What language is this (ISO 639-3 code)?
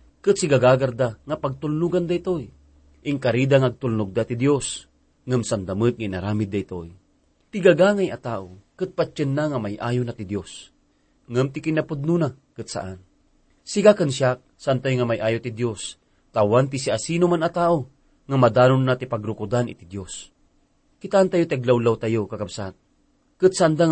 ilo